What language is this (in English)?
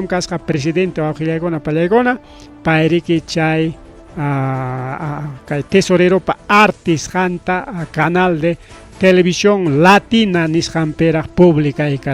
Ayacucho Quechua